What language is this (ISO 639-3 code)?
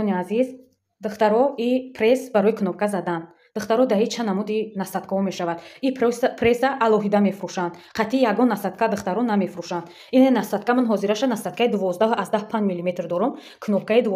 tgk